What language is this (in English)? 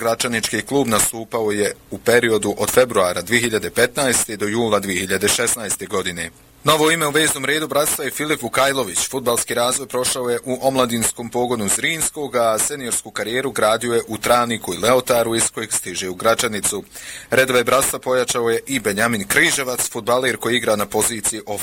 Bosnian